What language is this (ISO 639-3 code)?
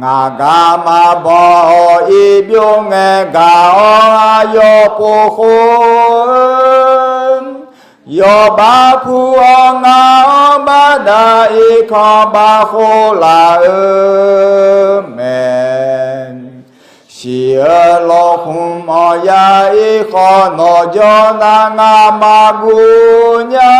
ahk